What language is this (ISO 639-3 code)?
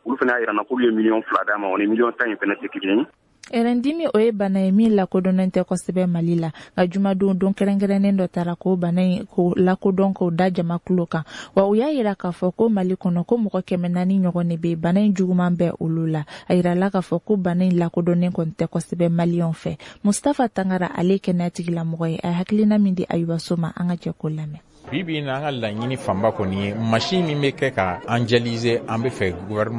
bam